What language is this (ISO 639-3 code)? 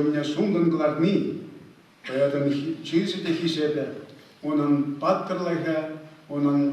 chv